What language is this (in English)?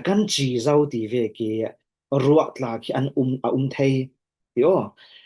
Falam Chin